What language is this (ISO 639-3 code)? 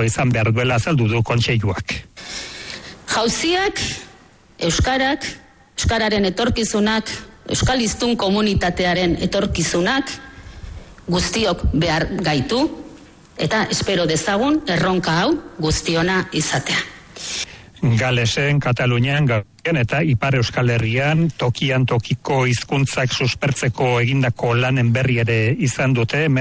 eus